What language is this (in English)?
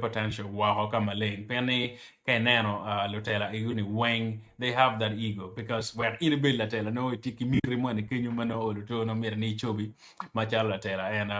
Acoli